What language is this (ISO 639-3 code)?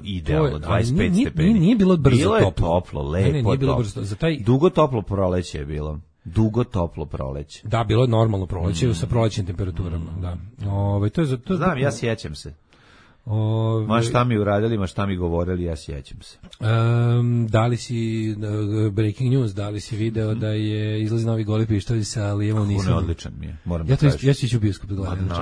srp